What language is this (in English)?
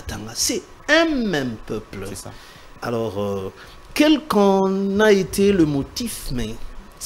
French